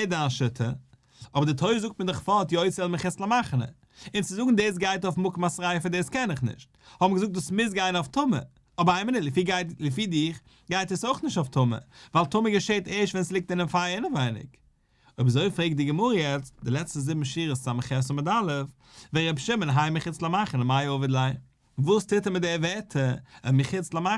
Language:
Yiddish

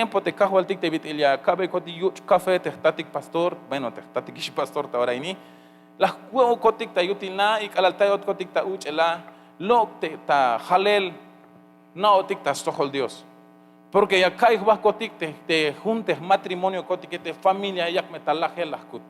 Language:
Tzeltal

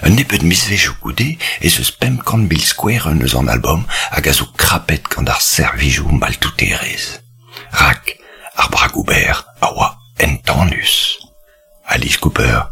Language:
Breton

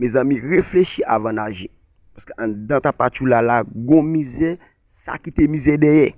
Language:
Haitian Creole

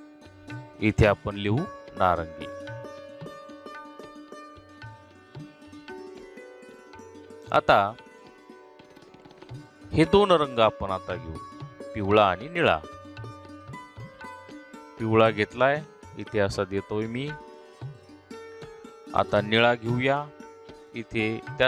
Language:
Marathi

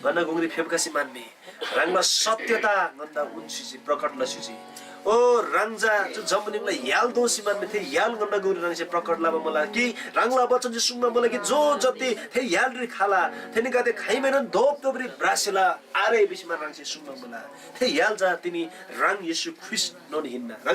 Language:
Eastern Tamang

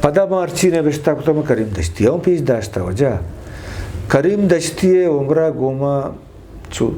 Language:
Eastern Balochi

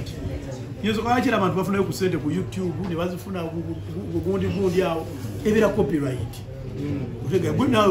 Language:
Ganda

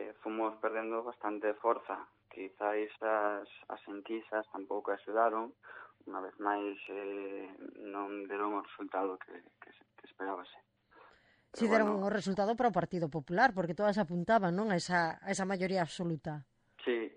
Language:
Galician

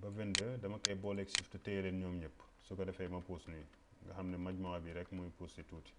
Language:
Wolof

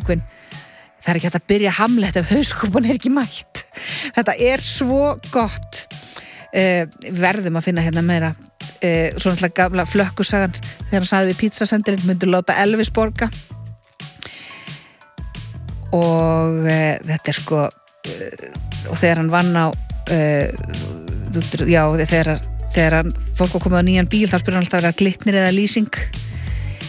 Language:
Icelandic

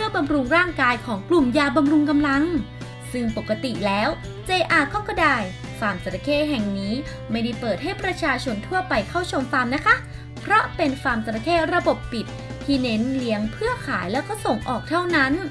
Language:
Thai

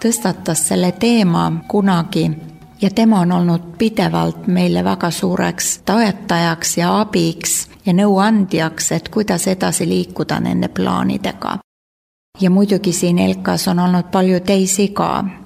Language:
Estonian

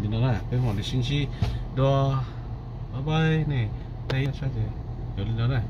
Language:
Hmong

